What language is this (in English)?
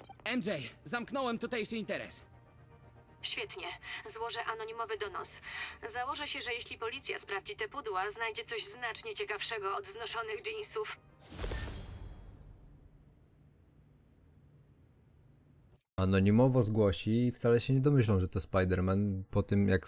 Polish